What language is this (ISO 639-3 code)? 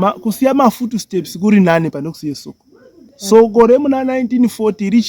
sna